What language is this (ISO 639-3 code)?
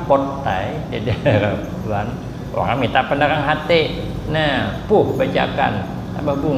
bjn